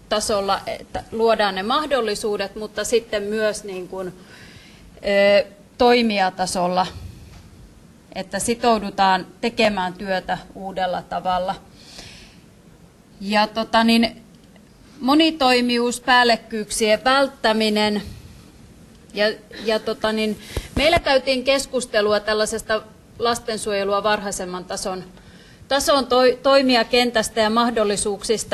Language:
Finnish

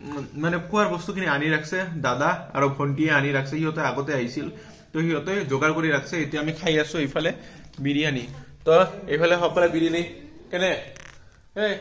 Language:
Assamese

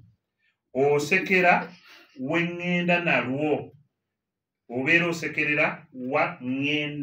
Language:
Ganda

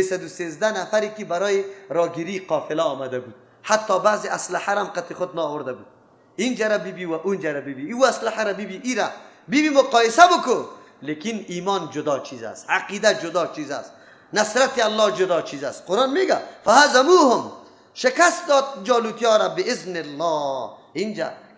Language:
Persian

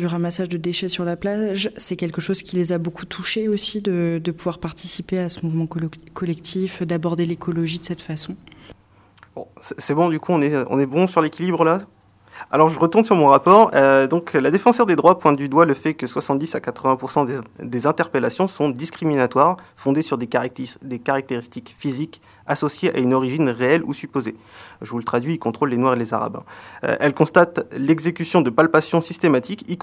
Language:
French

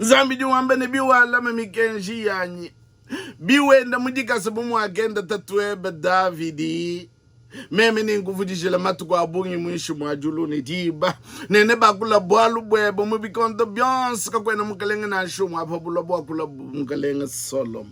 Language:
Luba-Lulua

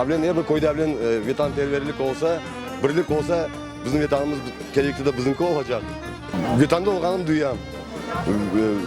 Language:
Crimean Tatar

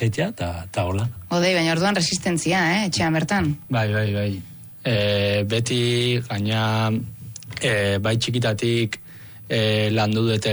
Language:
Basque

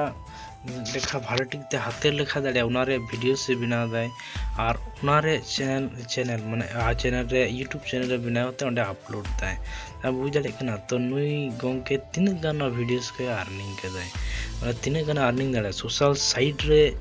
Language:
Santali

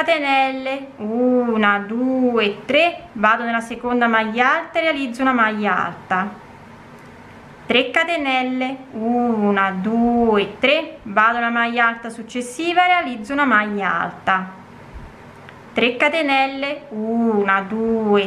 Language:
Italian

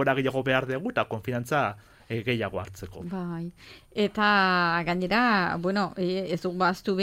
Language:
Basque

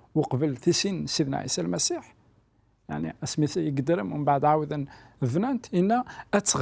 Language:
Kabyle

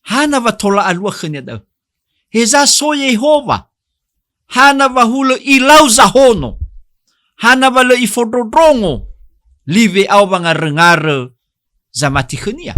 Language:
Nias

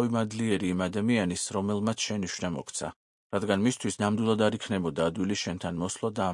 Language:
Georgian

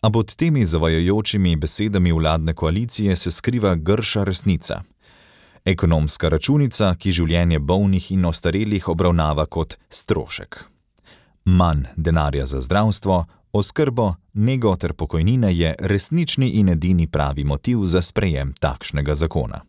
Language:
Slovenian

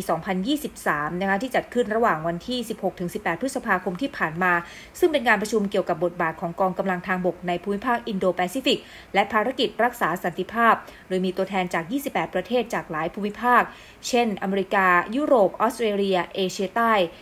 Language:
Thai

